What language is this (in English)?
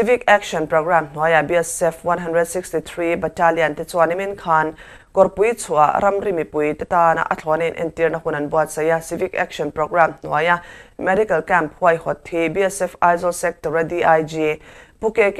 Mizo